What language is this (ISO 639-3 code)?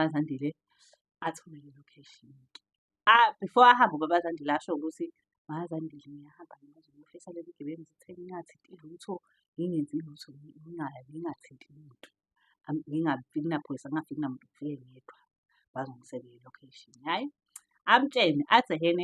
zul